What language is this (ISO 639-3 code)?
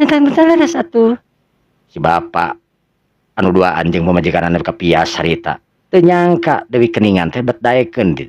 sun